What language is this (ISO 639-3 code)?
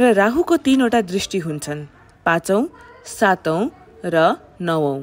nep